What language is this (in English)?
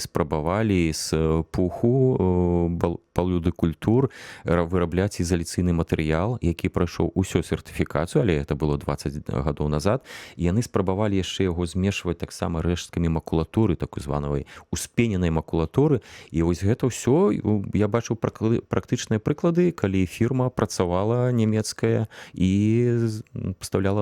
Belarusian